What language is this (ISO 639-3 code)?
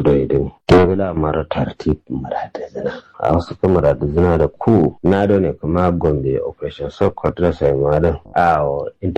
kau